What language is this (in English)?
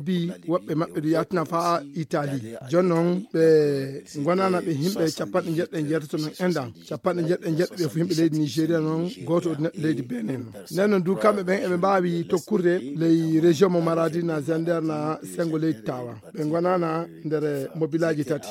Fula